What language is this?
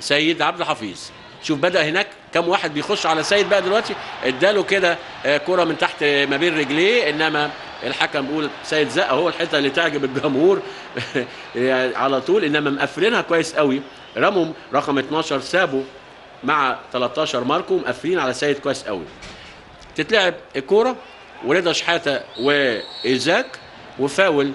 Egyptian Arabic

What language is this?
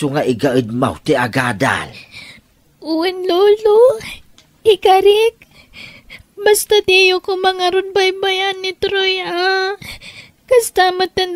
Iloko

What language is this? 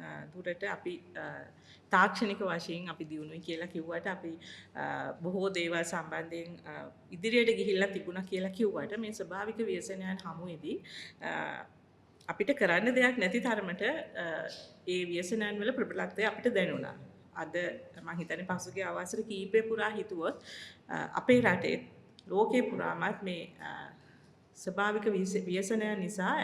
Sinhala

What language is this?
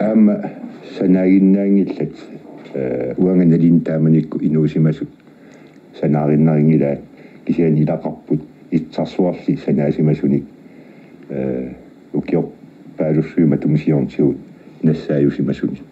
Kalaallisut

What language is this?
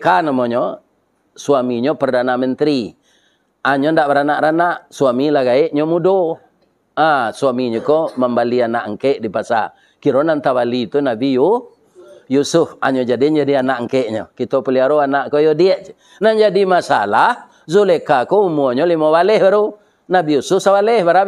Minangkabau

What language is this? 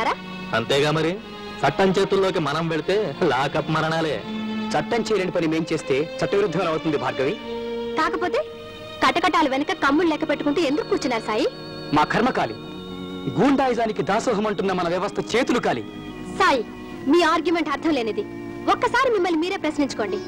Telugu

